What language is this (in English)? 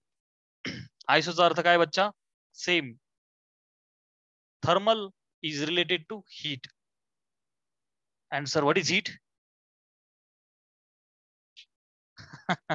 Marathi